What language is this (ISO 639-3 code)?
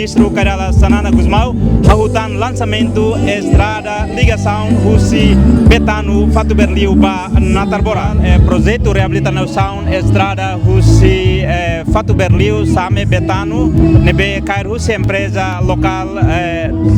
tet